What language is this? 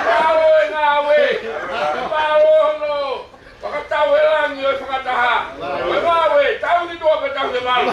Tongan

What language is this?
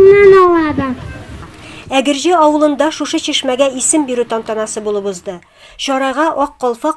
Tatar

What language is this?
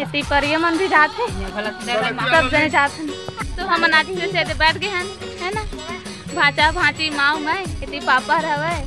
Chhattisgarhi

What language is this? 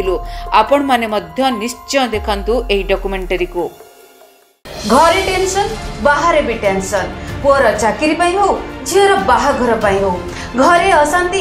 Odia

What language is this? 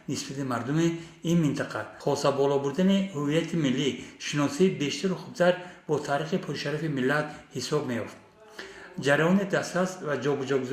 Tajik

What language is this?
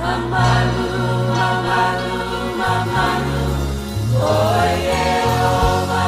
Samoan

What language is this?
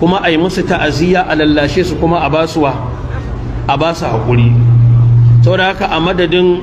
Hausa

